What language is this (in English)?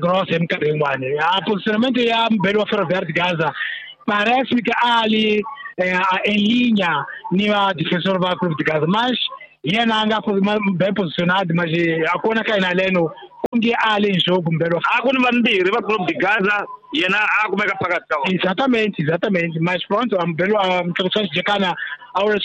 Tsonga